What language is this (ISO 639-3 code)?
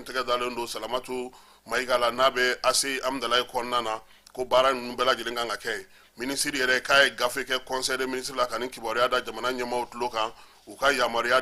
bam